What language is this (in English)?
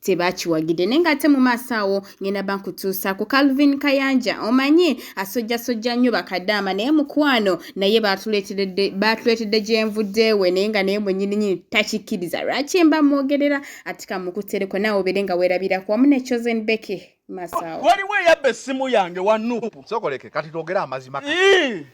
Ganda